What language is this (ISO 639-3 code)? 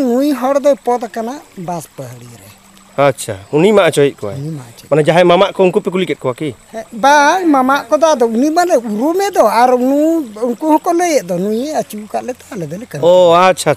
sat